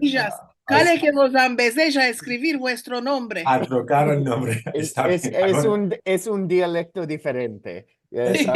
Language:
Ladino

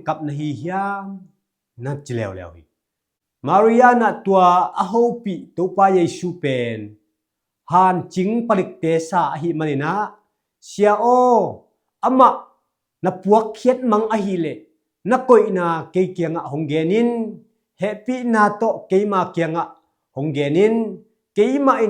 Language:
Tedim Chin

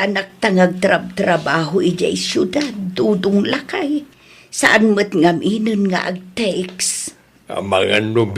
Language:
Iloko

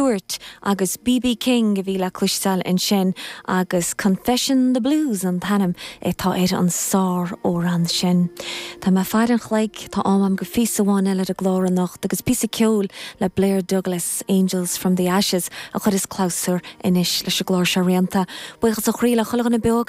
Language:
Irish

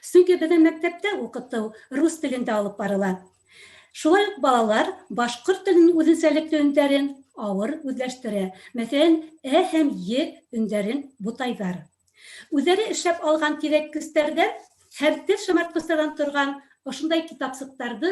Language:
Bashkir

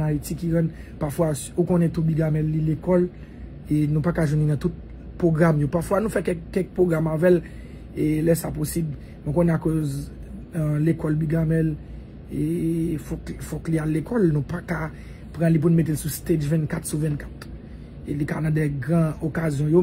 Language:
Haitian Creole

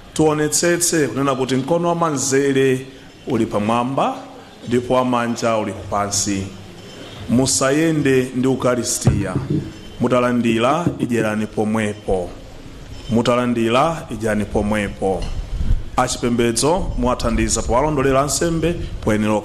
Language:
Nyanja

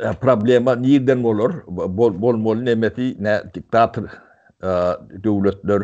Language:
Turkmen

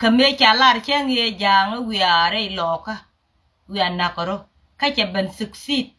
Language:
Nuer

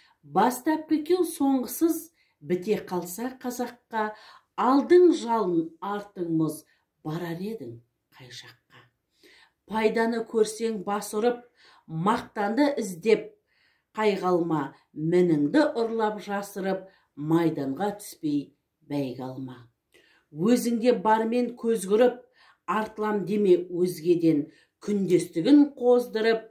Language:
Kazakh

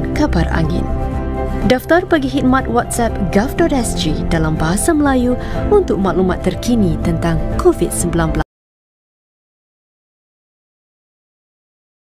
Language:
Malay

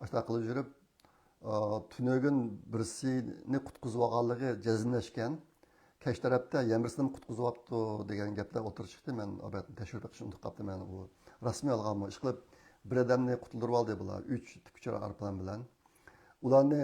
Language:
Uyghur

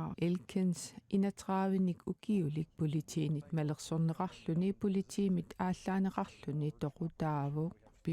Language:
Kalaallisut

